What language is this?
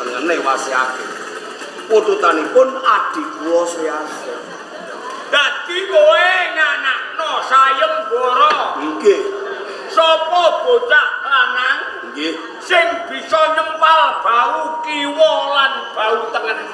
Javanese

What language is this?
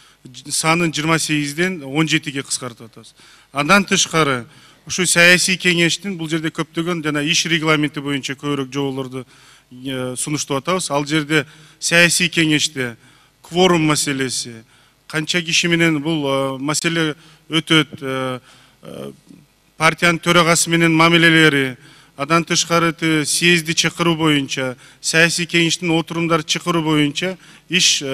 Kyrgyz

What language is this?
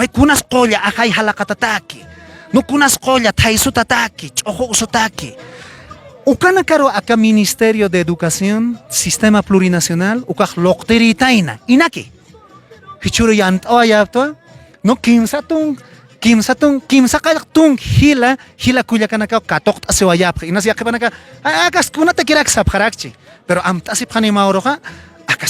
Aymara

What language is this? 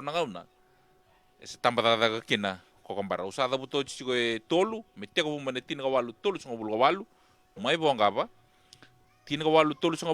Fijian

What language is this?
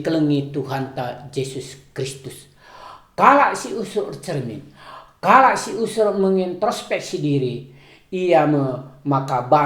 Batak Karo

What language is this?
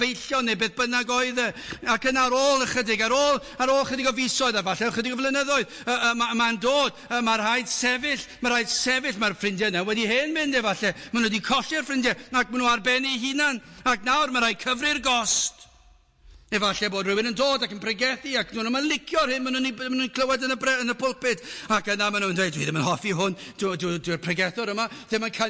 Welsh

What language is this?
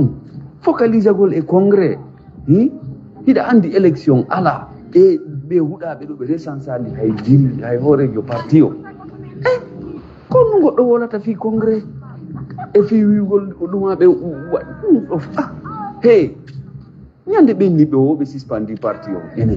Pular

